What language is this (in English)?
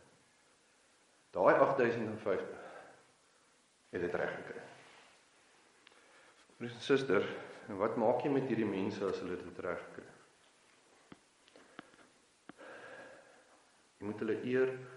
Afrikaans